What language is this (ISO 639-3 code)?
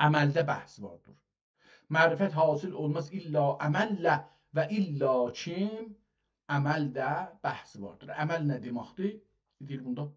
azb